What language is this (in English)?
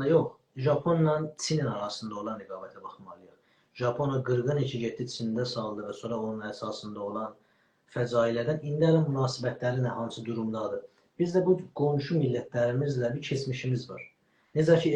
South Azerbaijani